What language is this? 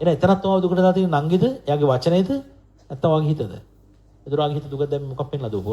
Sinhala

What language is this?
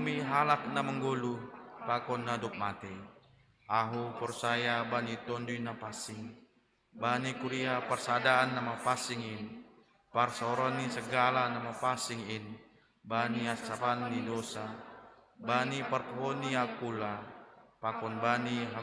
Batak Simalungun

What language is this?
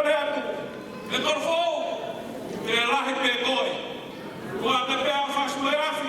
Tongan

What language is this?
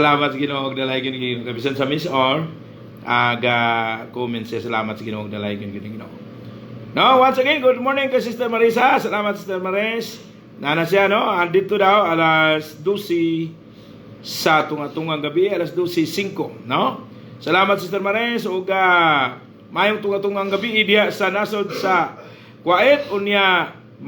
Cebuano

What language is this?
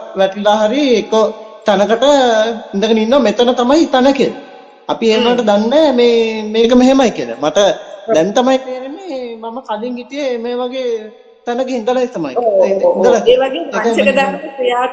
Sinhala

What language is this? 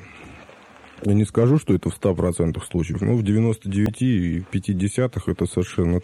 Russian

